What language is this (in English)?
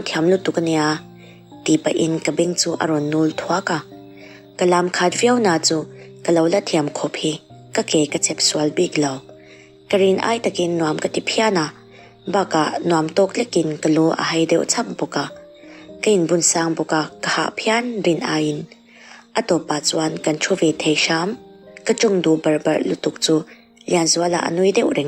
Mizo